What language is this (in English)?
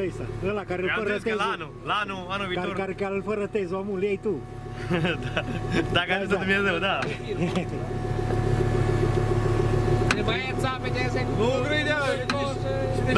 Romanian